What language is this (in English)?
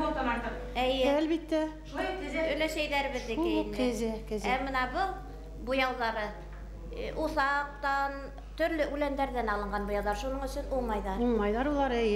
Bashkir